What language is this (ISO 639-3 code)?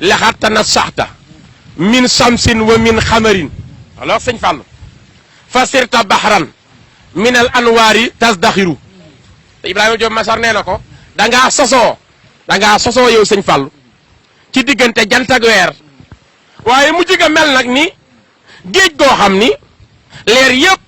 wol